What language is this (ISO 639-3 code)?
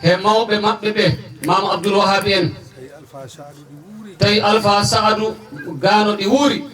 ful